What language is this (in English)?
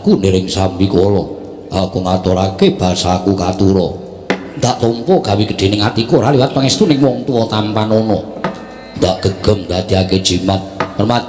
Javanese